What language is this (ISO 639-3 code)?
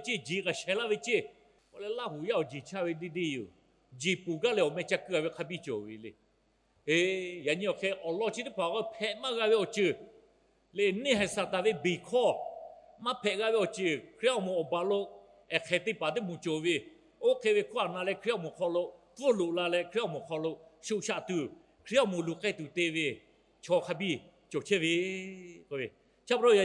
lhu